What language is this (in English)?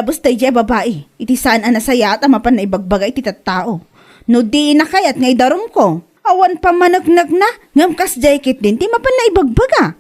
Iloko